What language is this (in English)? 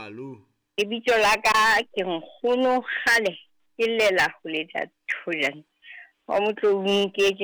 Southern Sotho